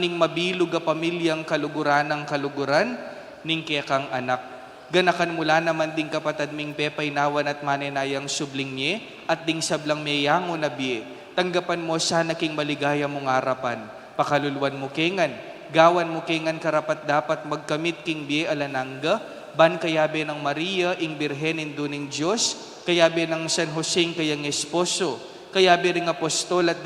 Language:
Pampanga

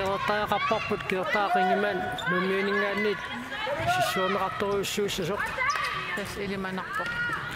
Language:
Kalaallisut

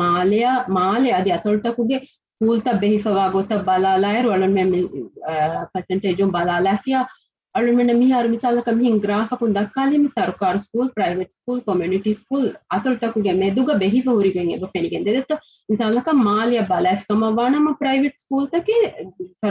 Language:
Divehi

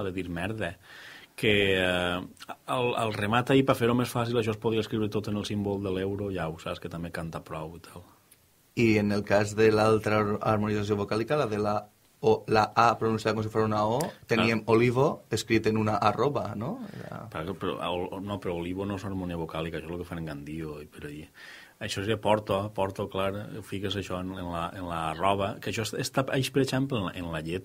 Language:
Catalan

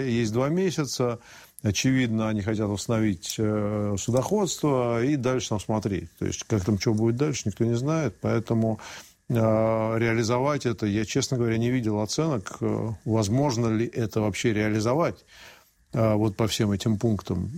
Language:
Russian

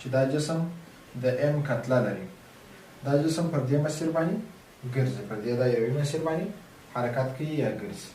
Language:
Pashto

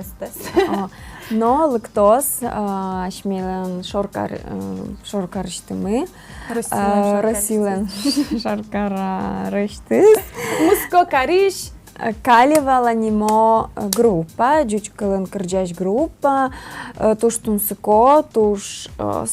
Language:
Udmurt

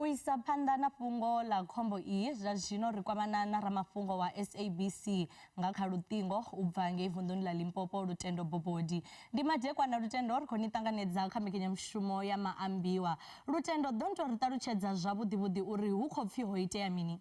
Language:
Venda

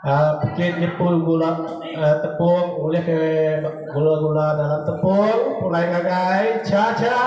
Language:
Iban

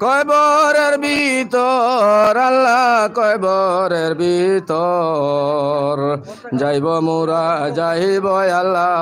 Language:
Sylheti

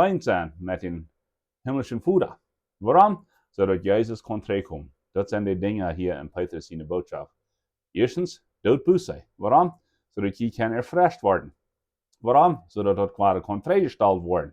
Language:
Plautdietsch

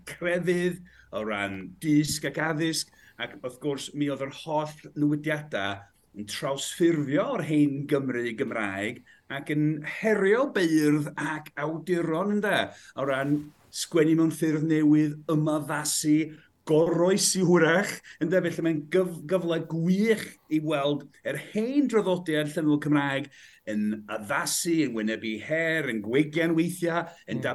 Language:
Welsh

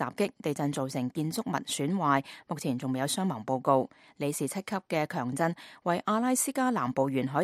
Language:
Cantonese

